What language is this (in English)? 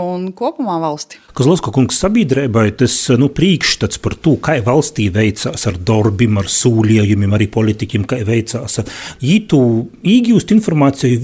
Latvian